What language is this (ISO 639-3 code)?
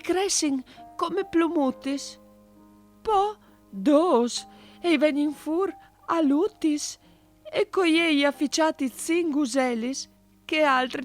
fur